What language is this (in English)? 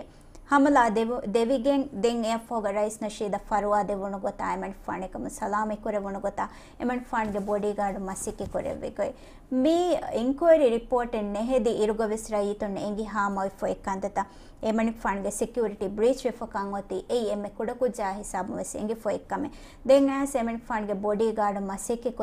Divehi